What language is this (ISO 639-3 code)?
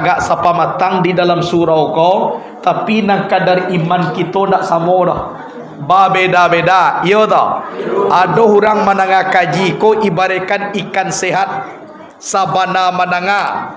min